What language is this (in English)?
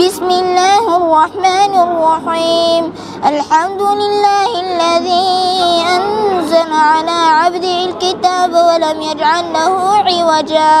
Central Kurdish